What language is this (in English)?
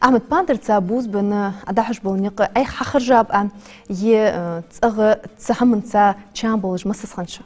Ingush